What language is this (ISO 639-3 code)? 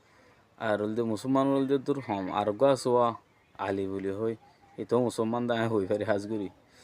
rhg